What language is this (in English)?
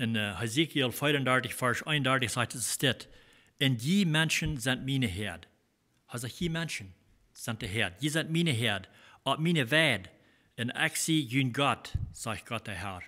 Plautdietsch